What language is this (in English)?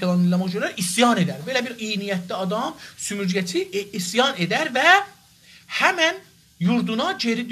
South Azerbaijani